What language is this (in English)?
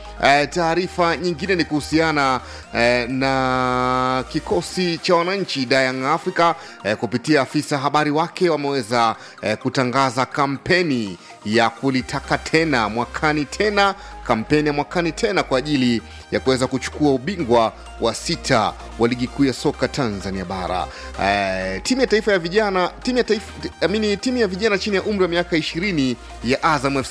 Swahili